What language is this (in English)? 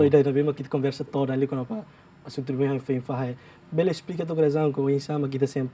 Tetum